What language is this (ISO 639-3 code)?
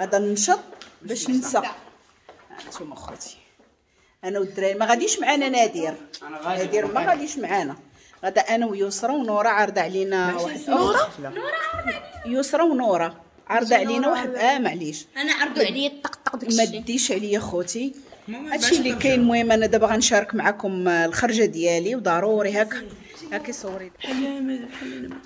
ary